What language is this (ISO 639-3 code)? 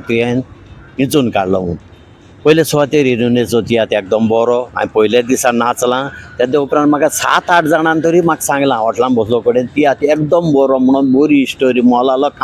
kok